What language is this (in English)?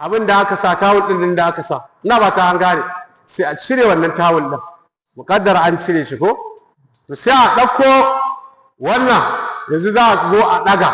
Hausa